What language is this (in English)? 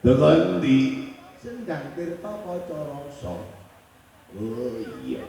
Javanese